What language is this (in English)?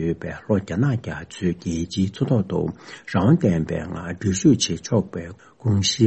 Tibetan